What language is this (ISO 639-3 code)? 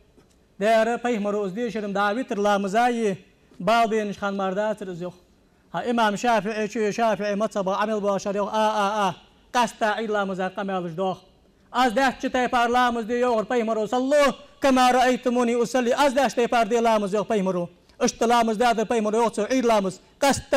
inh